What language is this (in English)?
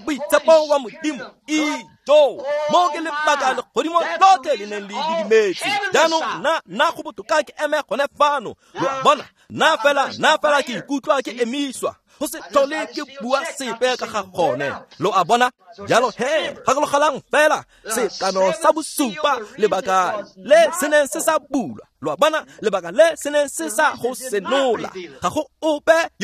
Tswana